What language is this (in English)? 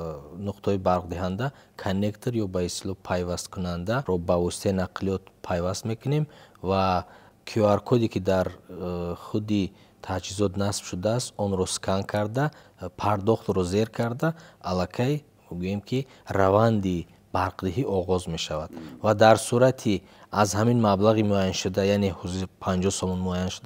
Tajik